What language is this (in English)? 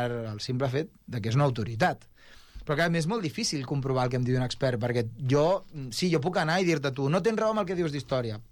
Catalan